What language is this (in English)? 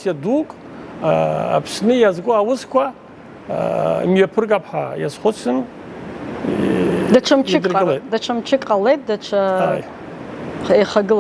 Abkhazian